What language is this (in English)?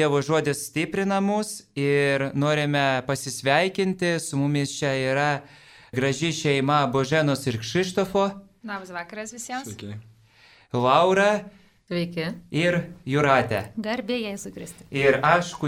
Lithuanian